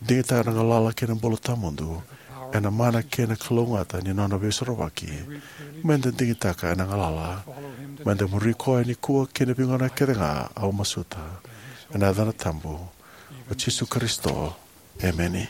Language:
Fijian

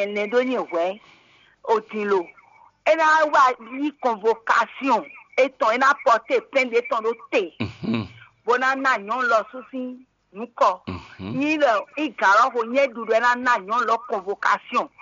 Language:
Fon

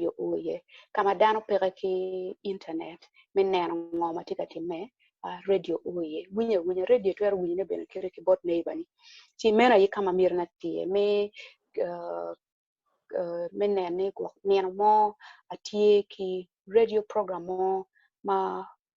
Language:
Acoli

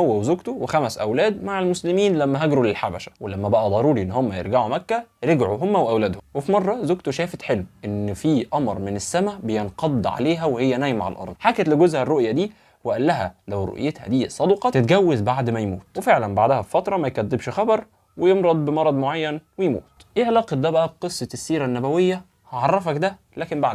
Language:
Egyptian Arabic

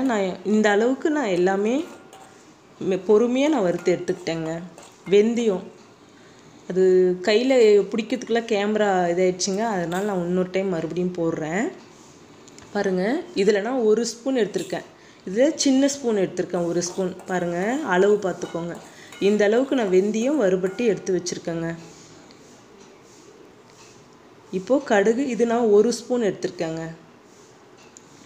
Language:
Tamil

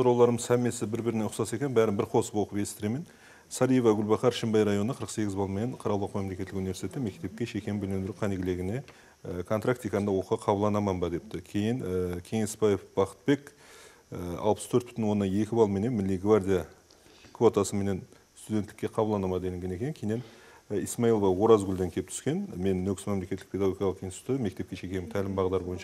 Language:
Kara-Kalpak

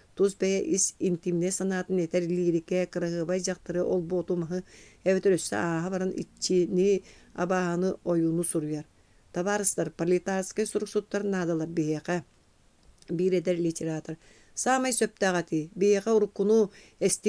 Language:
Yakut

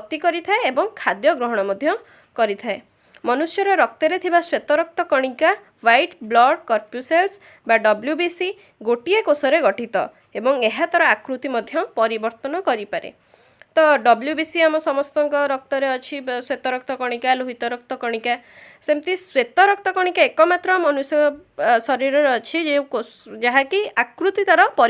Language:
Odia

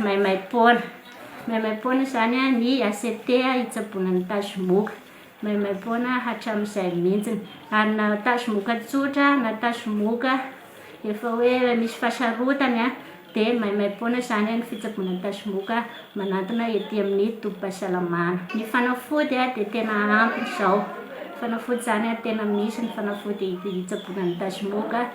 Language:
Malagasy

